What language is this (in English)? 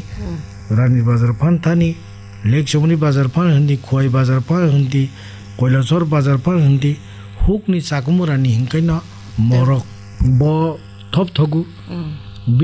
Kok Borok